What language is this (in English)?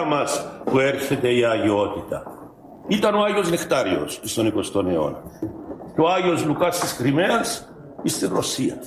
Greek